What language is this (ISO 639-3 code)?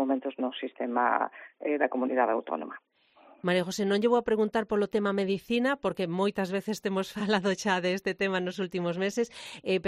glg